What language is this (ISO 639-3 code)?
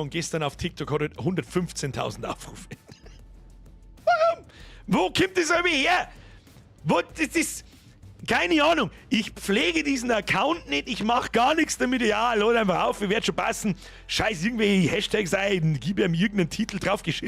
bar